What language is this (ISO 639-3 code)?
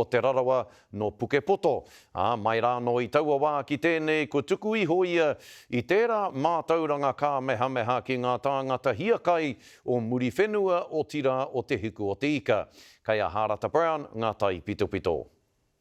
mri